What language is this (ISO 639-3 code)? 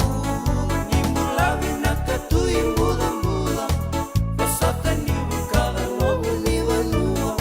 fij